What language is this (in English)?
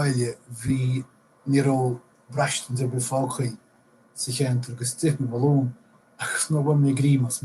Irish